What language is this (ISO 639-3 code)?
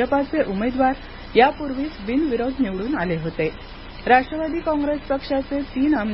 mar